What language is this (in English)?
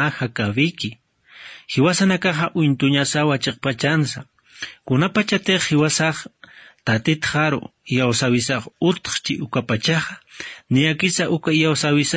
Aymara